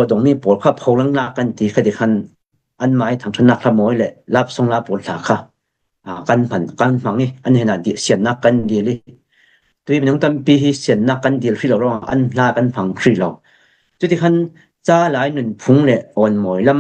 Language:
Falam Chin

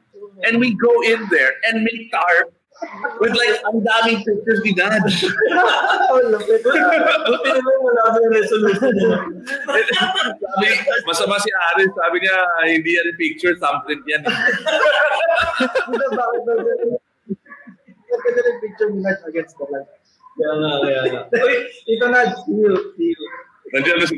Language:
Filipino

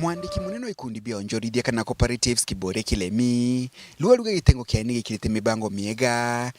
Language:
Meru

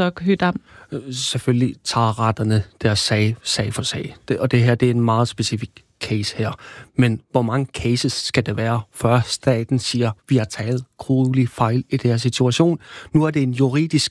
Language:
Danish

